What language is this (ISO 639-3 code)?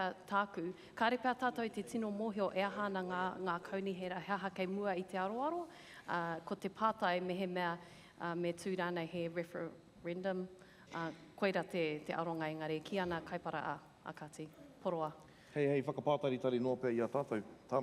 mri